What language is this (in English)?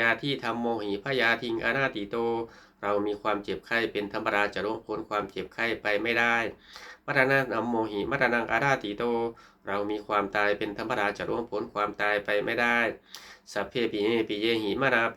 Pali